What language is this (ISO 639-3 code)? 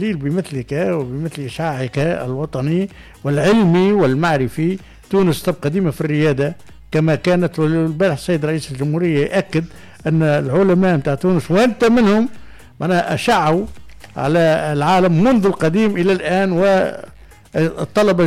aeb